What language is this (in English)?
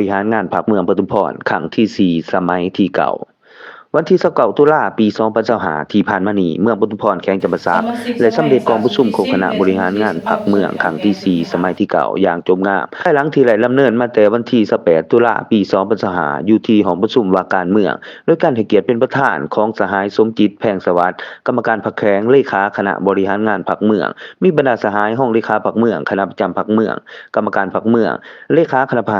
Lao